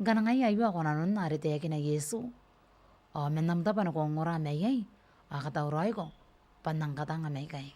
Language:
Gilbertese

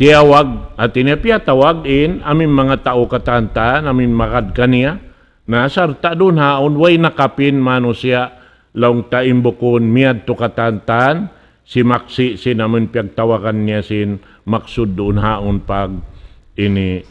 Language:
Tausug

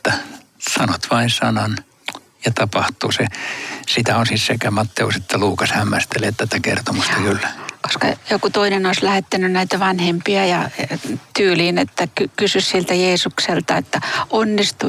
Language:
Finnish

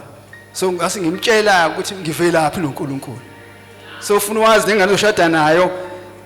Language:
Zulu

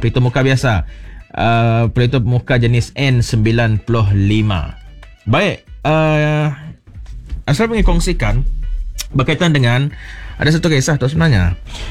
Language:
Malay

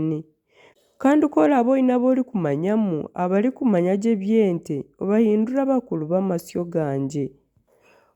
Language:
Nyankole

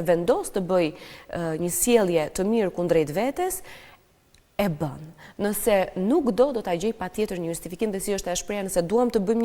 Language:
Albanian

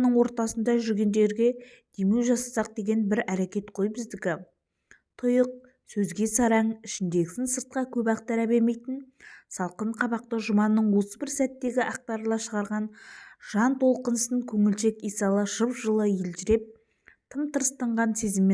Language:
Kazakh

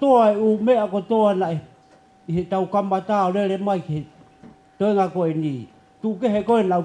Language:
Tongan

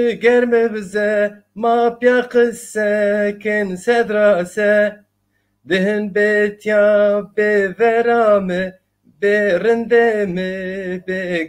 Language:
Zaza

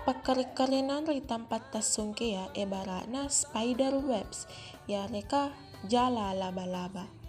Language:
Makasar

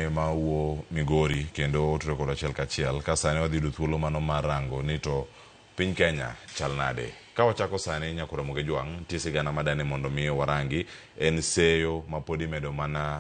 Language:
Luo (Kenya and Tanzania)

